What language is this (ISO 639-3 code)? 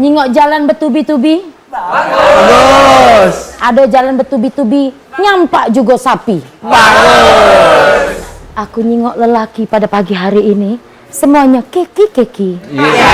mui